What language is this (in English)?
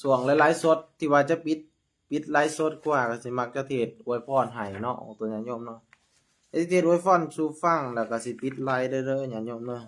Lao